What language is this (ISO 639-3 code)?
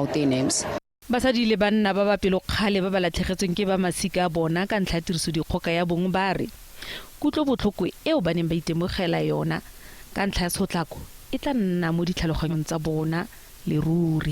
tsn